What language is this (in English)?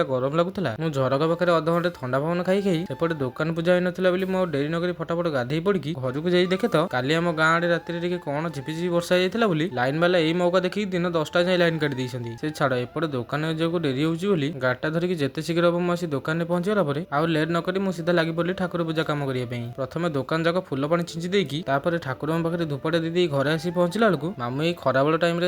Odia